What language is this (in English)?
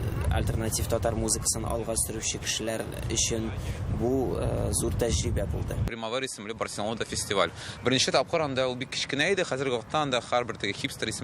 Tatar